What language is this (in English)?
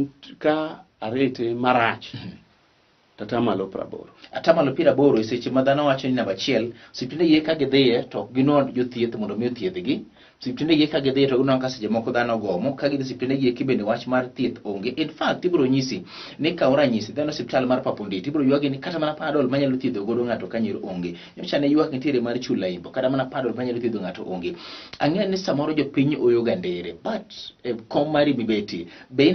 Luo (Kenya and Tanzania)